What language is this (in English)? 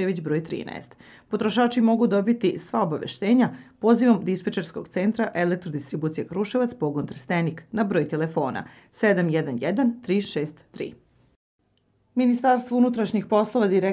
Serbian